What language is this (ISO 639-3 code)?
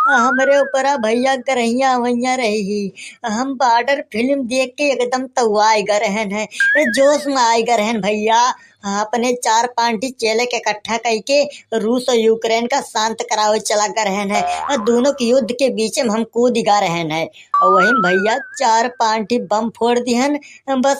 awa